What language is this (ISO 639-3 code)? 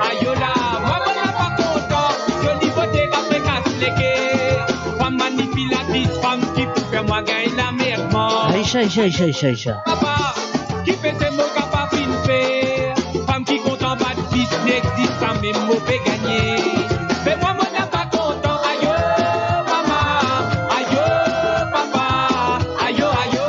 mfe